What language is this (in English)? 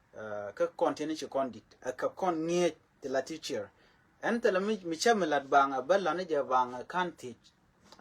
Nuer